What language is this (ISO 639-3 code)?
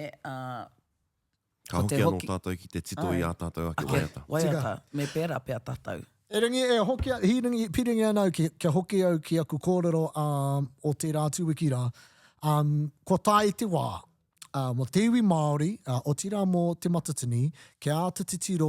mri